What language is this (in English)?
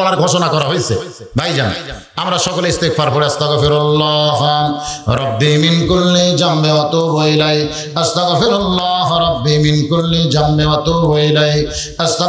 Bangla